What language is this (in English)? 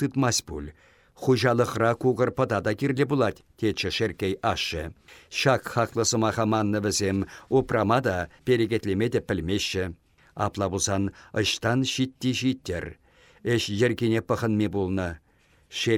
Chuvash